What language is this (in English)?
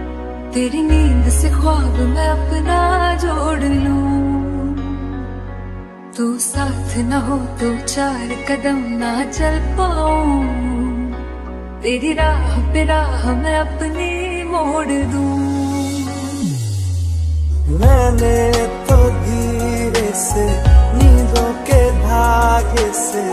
Hindi